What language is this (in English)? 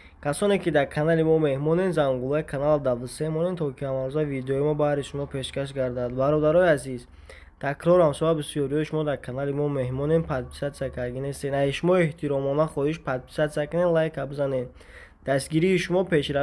Tajik